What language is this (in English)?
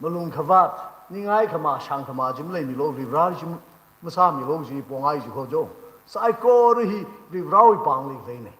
Tangkhul Naga (India)